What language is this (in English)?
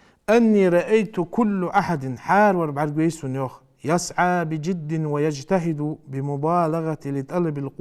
Ingush